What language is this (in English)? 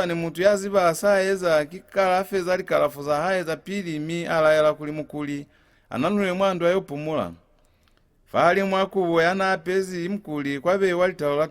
Lozi